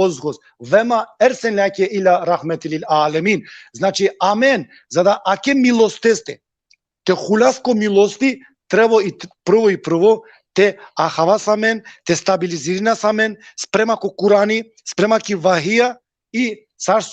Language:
Balkan Romani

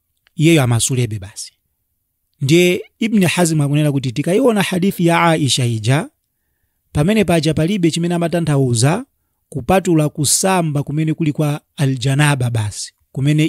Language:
Nyanja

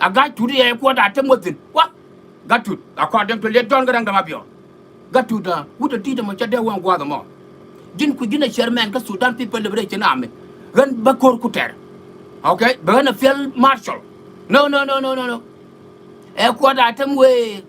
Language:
Nuer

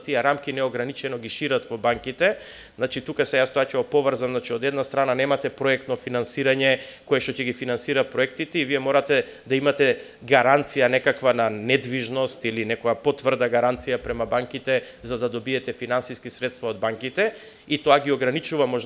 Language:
Macedonian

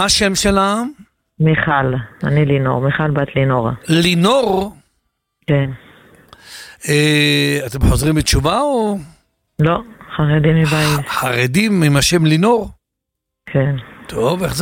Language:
Hebrew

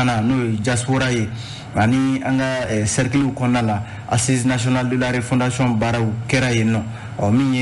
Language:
Bambara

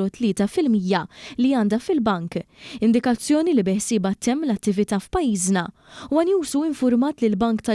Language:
Maltese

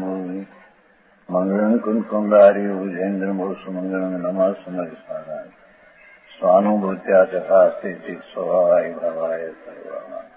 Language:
Gujarati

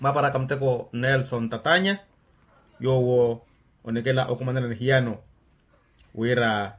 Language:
Makhuwa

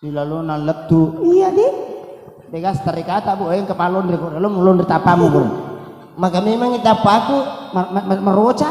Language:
Buginese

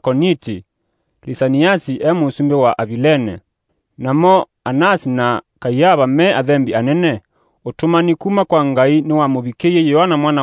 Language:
Kamba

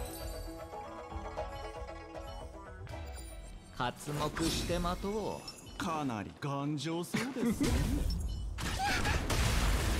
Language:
Japanese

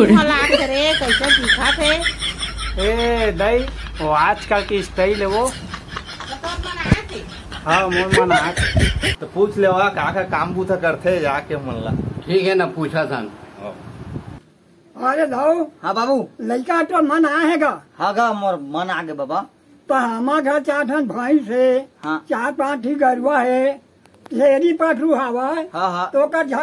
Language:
Chhattisgarhi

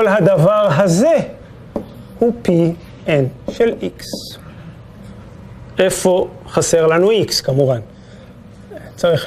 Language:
Hebrew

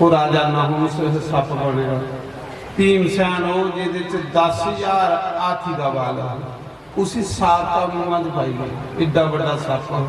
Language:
Dogri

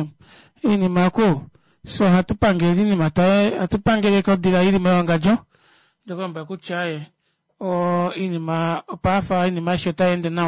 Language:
Kuanyama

